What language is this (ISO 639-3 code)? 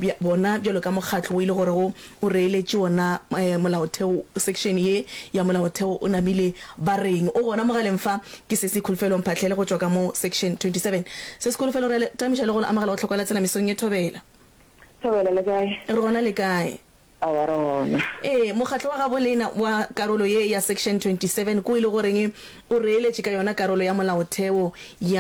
nso